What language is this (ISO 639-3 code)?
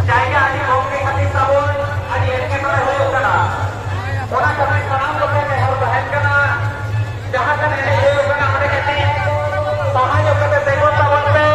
sat